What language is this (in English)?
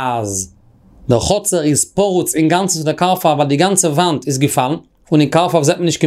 Yiddish